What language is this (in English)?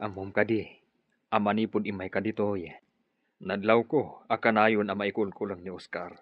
Iloko